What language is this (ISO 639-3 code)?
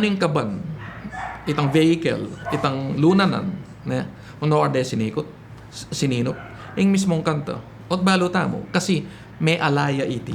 pam